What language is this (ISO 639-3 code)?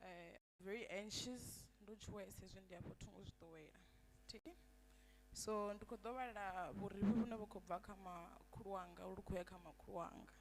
ven